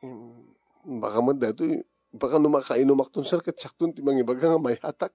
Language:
Iloko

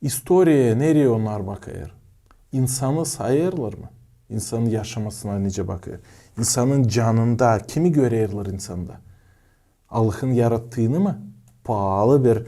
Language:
Gagauz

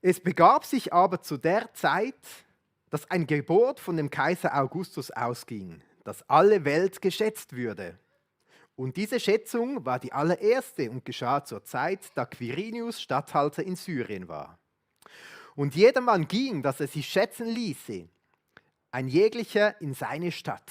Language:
Swiss German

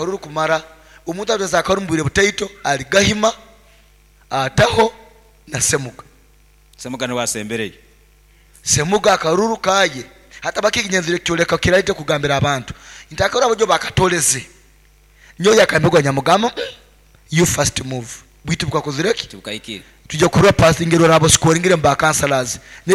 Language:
Nyoro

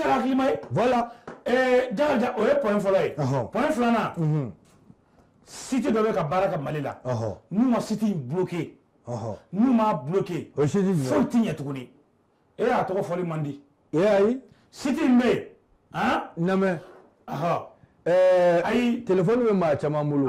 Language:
Bambara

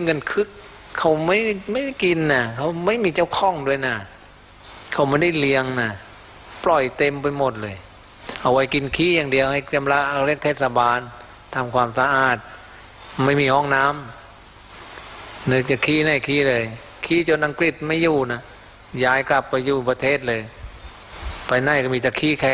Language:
Thai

